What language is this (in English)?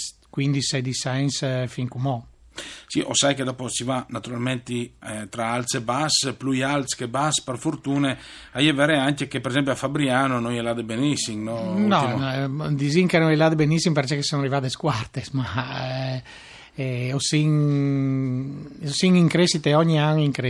Friulian